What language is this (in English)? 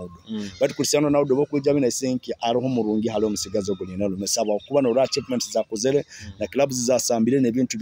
Nyoro